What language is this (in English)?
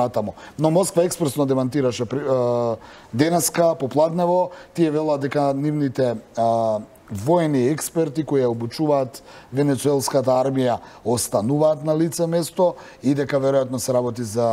Macedonian